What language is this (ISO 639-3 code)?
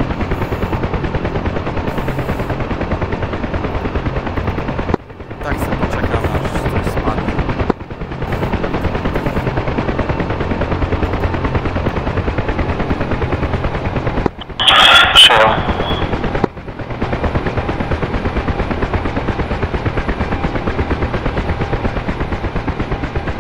pol